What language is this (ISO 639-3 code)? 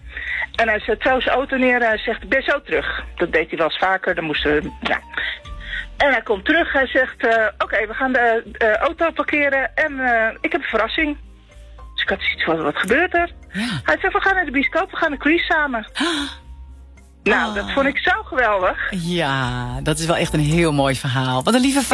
nld